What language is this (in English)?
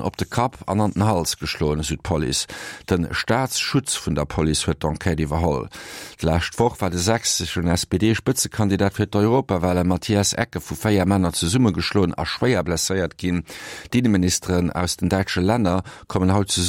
Luxembourgish